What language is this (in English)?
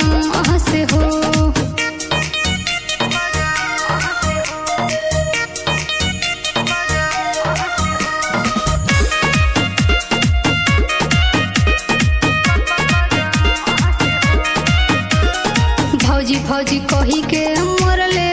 Bhojpuri